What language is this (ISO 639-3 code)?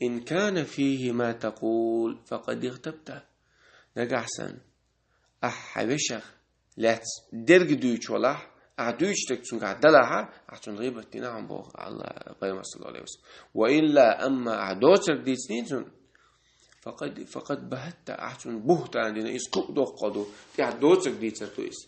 che